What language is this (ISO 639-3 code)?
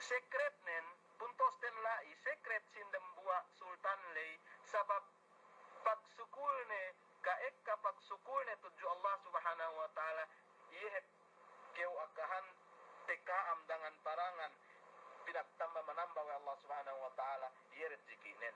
yka